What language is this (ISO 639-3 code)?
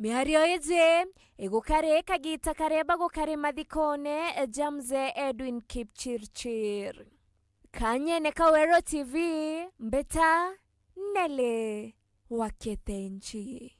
mer